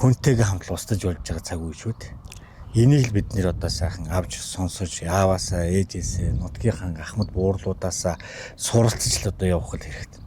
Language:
Mongolian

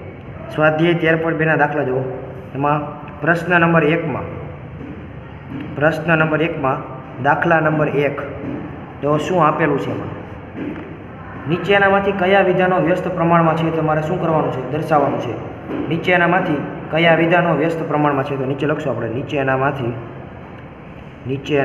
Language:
Gujarati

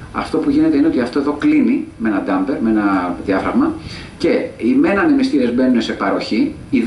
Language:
Greek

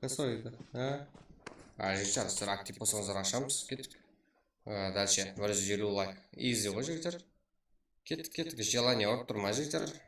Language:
Kara-Kalpak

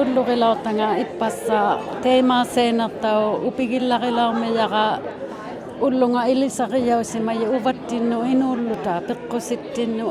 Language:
Inuktitut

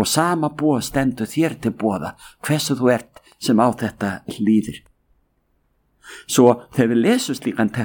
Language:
Icelandic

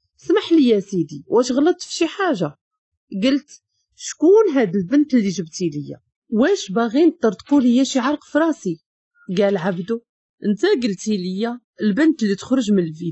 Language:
Moroccan Arabic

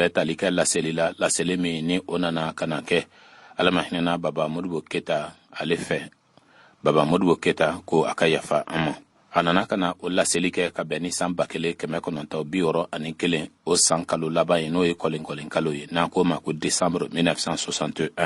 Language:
Bambara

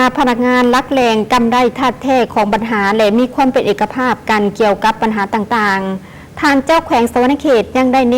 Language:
Lao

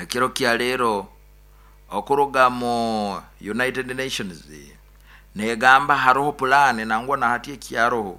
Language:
Nyoro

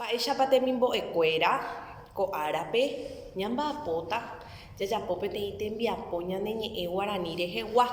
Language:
Guarani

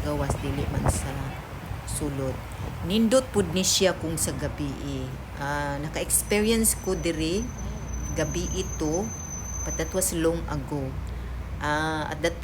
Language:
Cebuano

